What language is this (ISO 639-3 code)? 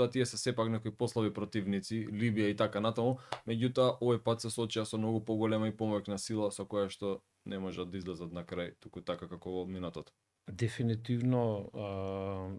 mkd